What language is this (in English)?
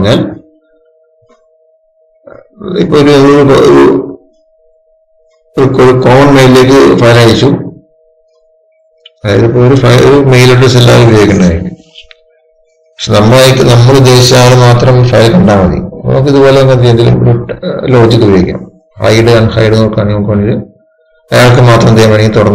Malayalam